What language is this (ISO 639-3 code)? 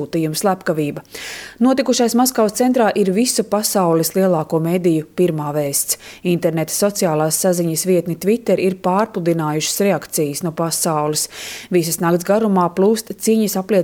lav